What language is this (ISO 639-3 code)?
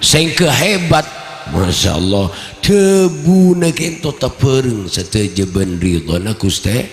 mad